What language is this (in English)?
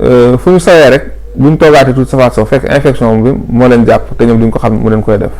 Wolof